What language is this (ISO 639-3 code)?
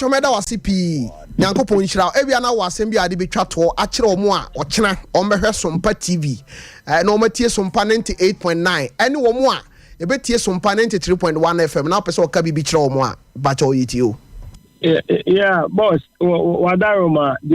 aka